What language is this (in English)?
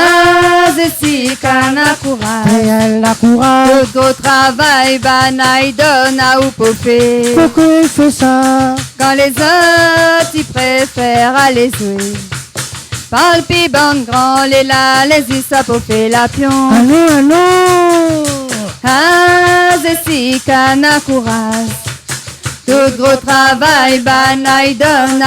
Réunion Creole French